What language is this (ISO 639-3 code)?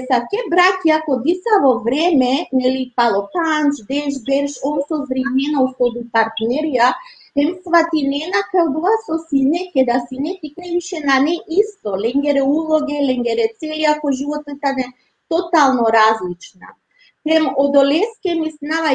rmn